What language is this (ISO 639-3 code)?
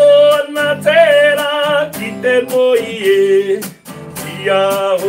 mri